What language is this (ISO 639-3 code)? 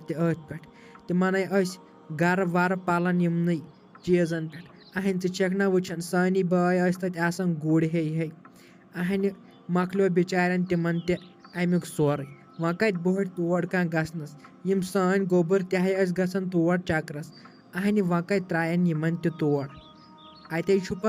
kas